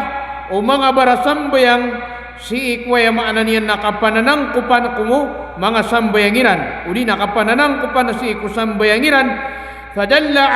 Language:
Maranao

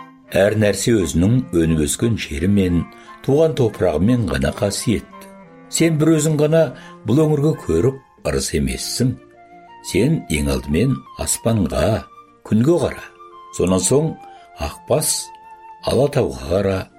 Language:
Kazakh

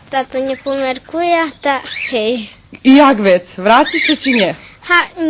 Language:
Rusyn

